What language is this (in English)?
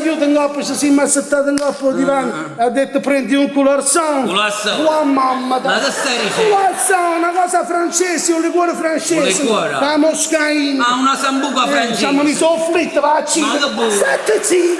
Neapolitan